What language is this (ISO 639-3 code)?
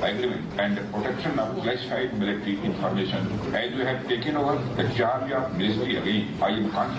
lus